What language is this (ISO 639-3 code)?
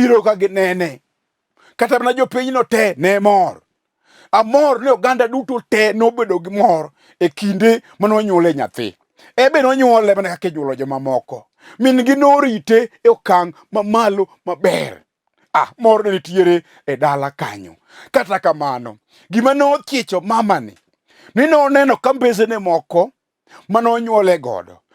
luo